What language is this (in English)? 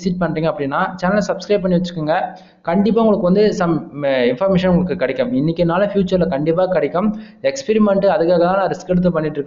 Tamil